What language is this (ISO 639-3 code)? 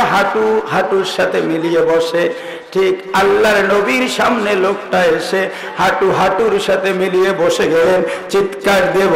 ben